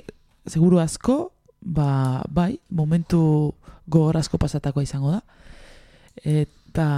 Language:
Basque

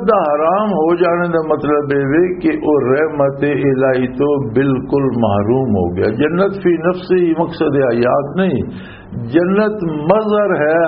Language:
Western Panjabi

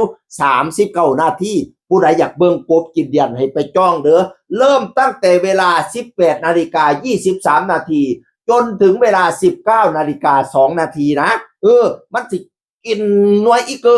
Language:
Northeastern Thai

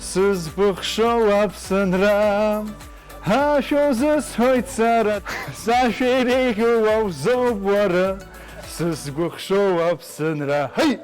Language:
Abkhazian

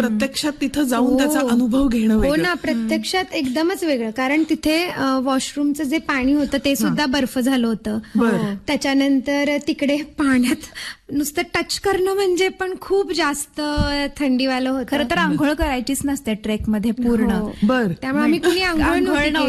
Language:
Marathi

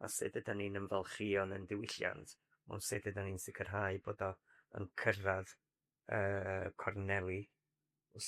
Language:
Welsh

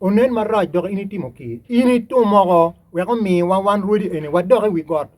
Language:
Acoli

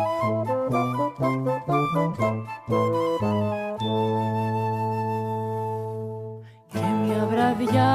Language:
Greek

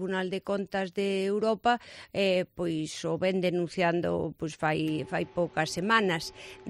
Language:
Galician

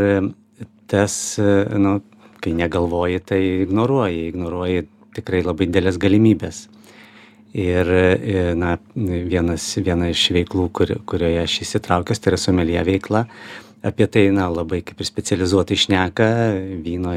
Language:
Lithuanian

